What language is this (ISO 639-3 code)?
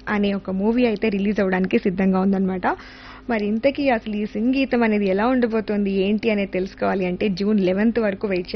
tel